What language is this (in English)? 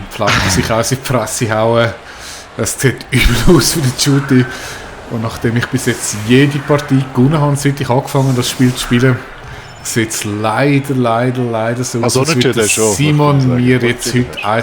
Swiss German